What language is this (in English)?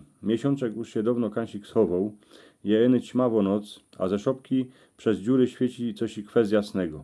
Silesian